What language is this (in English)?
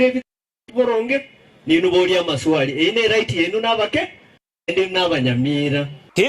Gusii